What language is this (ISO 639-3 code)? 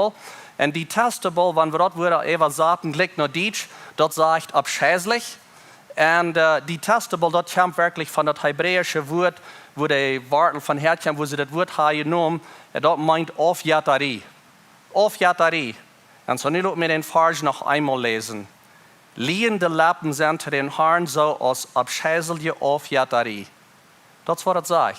pdt